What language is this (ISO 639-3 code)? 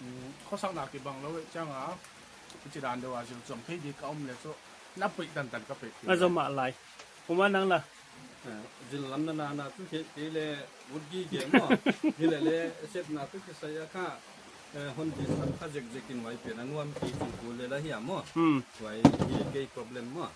pck